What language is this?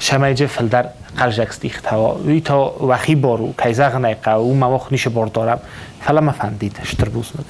Ossetic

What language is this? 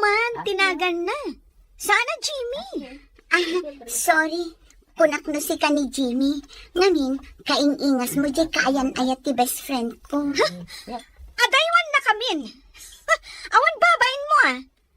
Iloko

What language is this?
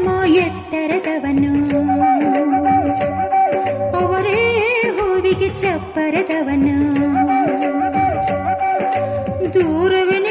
Kannada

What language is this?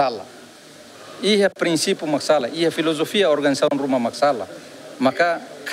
Tetum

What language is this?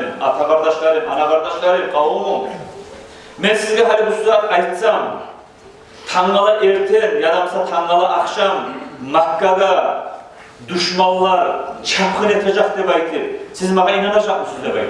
Kumyk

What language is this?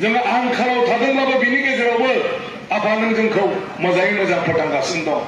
Bodo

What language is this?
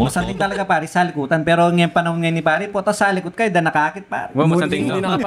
Pampanga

